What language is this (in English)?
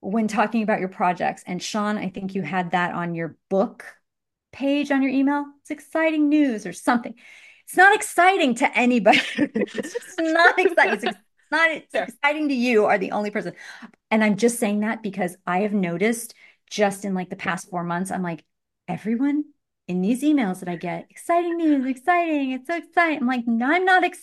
English